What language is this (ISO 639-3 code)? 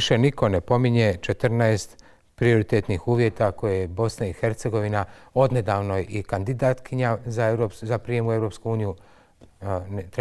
bos